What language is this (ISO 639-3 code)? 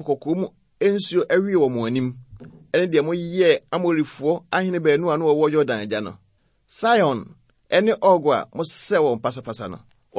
aka